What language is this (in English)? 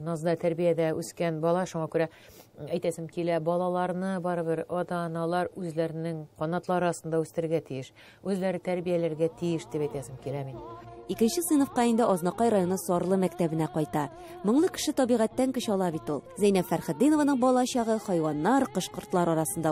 Tatar